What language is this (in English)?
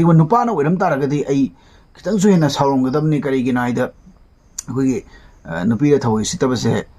Manipuri